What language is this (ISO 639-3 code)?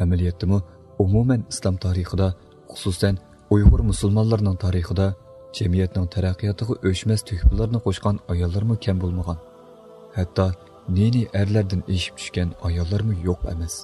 uig